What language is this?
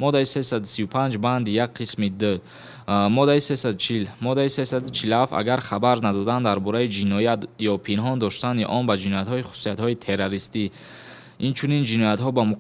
Tajik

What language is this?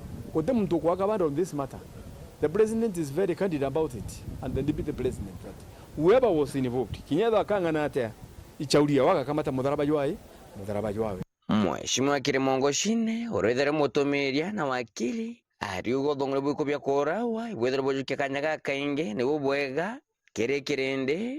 Meru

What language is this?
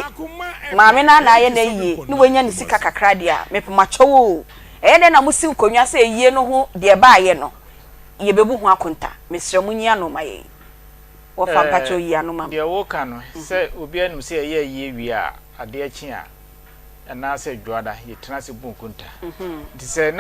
Akan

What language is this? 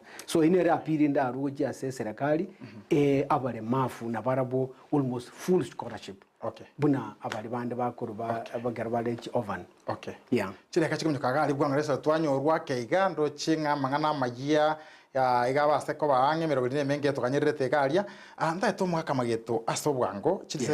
Gusii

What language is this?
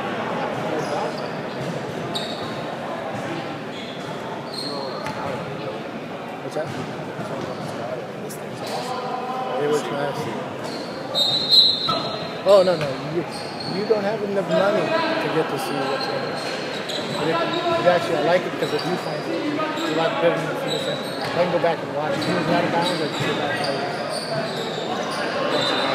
English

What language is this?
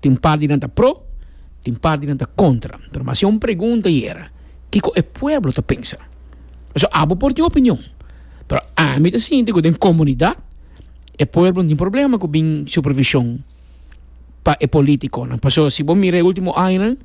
Papiamento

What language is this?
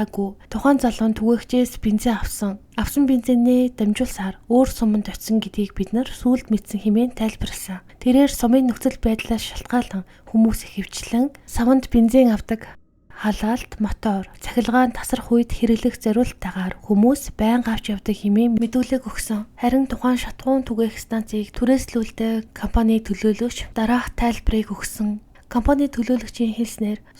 Mongolian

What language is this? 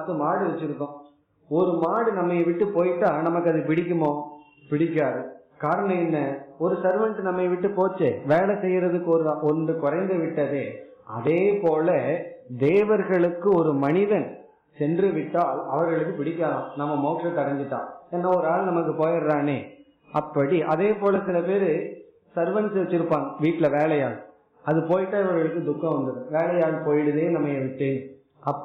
Tamil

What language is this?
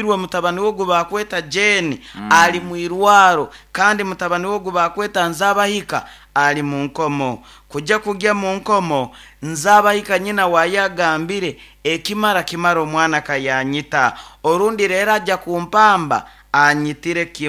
Nyoro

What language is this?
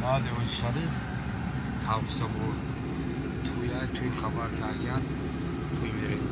Tajik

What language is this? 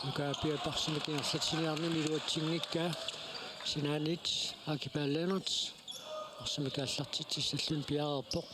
Kalaallisut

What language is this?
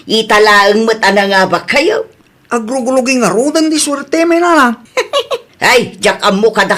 Iloko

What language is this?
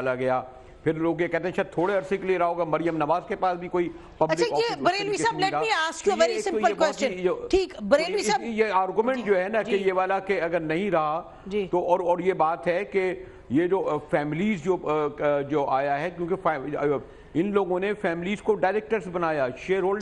Urdu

